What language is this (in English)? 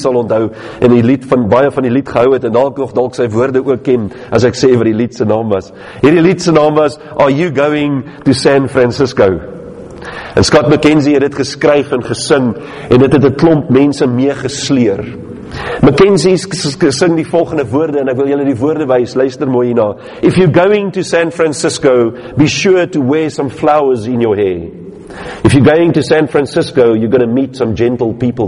Afrikaans